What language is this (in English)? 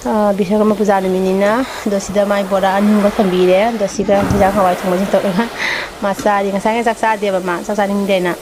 Manipuri